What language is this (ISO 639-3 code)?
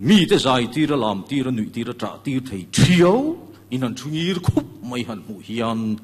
lus